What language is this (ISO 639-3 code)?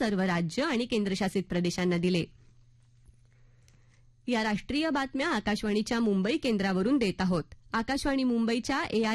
mar